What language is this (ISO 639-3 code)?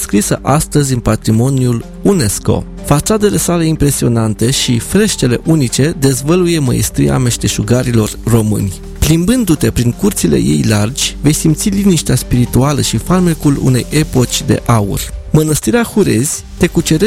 ron